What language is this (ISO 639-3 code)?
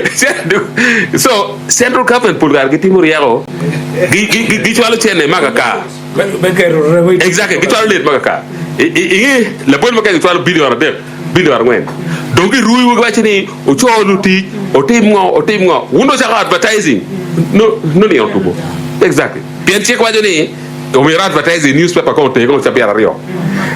ach